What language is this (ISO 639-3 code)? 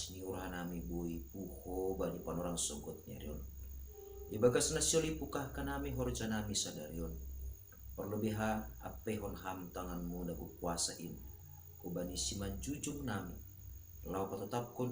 bts